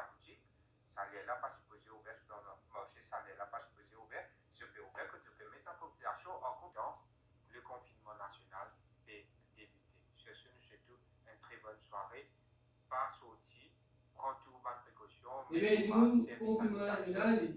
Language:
Morisyen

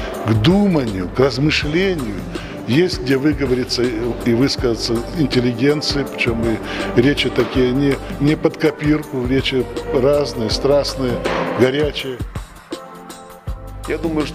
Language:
Russian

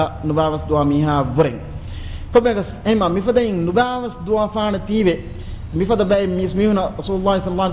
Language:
Divehi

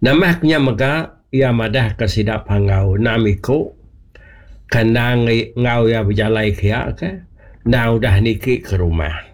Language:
Iban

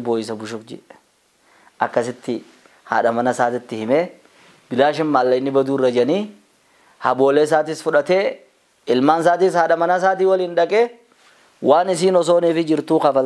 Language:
Oromo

